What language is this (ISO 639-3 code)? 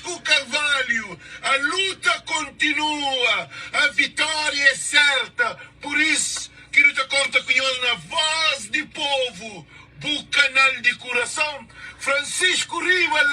kea